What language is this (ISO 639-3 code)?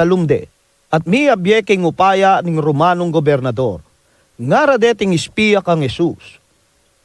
pam